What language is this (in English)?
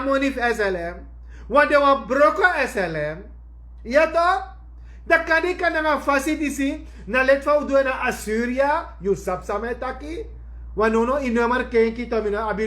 Sranan Tongo